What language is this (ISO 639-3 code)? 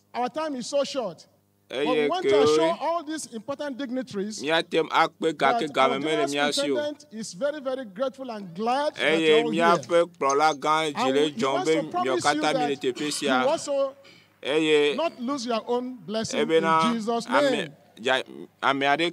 ewe